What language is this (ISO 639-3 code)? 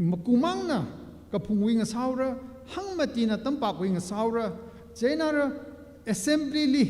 nmf